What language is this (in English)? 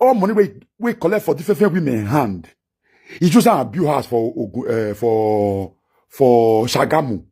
Nigerian Pidgin